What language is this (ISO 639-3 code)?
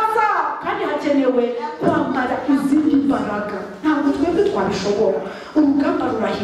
kin